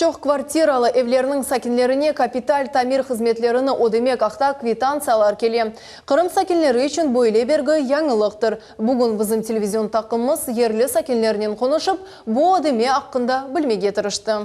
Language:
Crimean Tatar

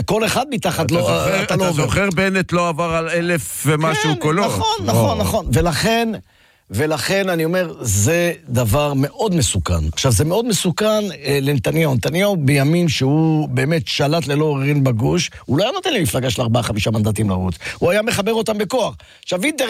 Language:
Hebrew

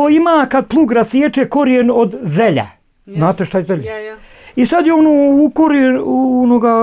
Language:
Bosnian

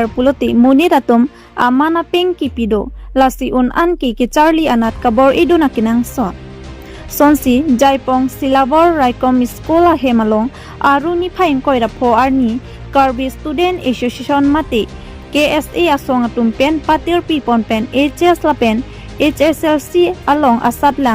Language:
Karbi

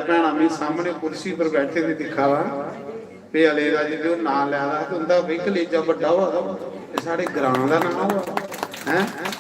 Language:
Dogri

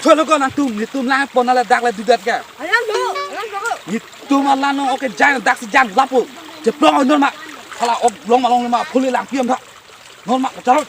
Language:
Karbi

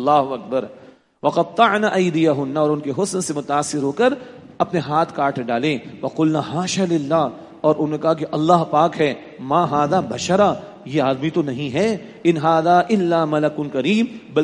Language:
Urdu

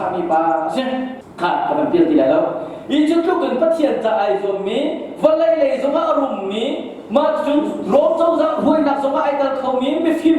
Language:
Hakha Chin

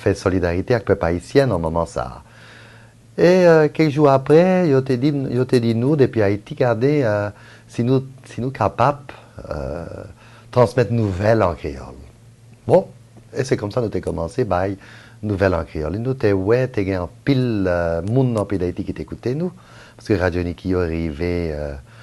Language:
Haitian Creole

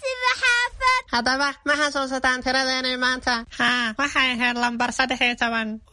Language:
Somali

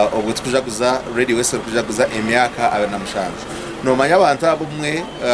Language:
Nyankole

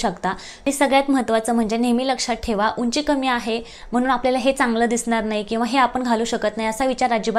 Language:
Marathi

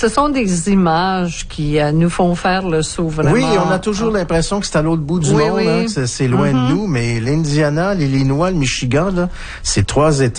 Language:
French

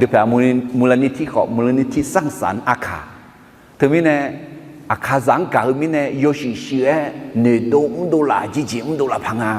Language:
Akha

